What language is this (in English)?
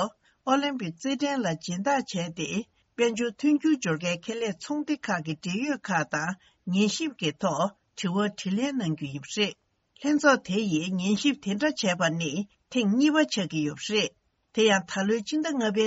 Tibetan